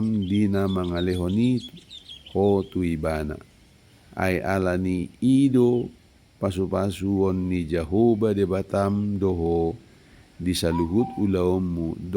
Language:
Batak Toba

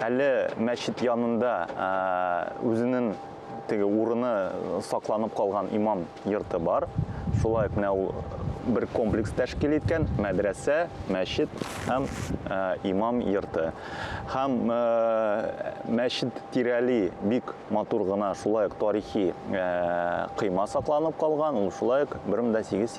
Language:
Tatar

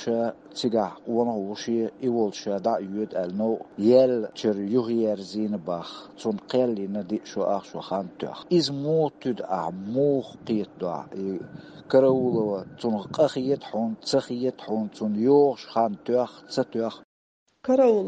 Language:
Chechen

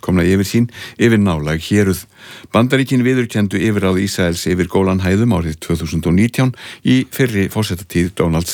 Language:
Icelandic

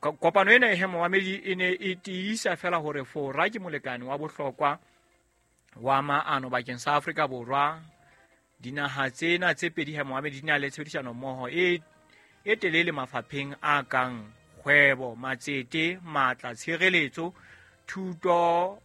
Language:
Southern Sotho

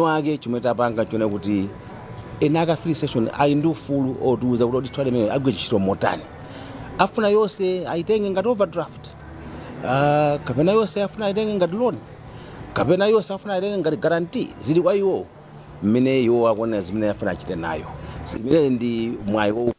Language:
Nyanja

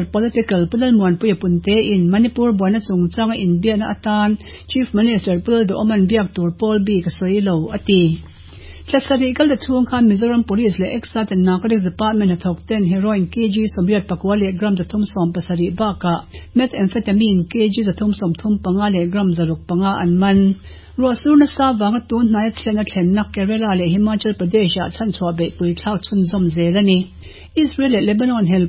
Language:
Mizo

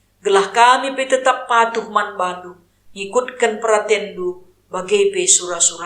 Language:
Batak Karo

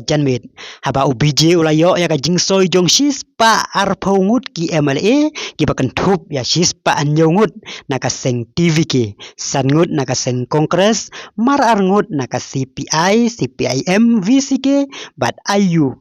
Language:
Khasi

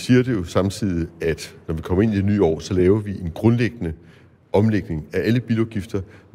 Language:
Danish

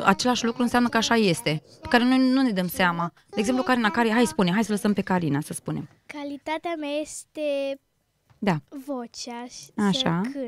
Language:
Romanian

